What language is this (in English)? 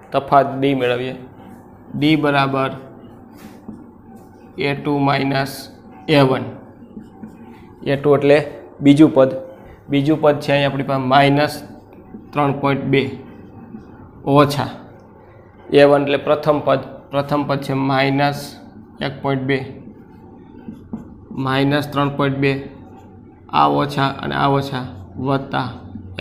Gujarati